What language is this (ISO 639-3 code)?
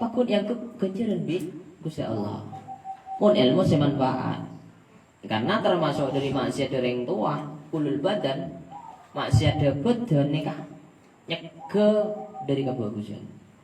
mad